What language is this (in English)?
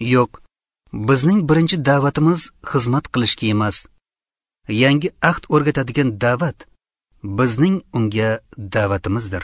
Uzbek